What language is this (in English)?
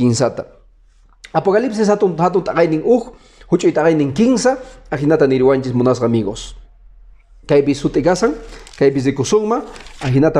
Quechua